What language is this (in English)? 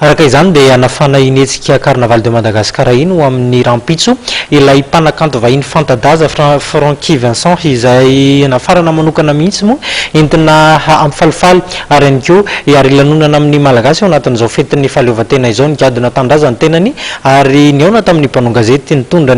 Malagasy